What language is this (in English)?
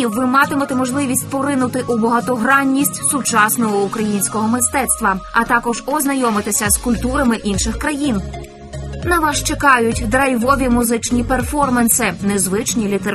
Ukrainian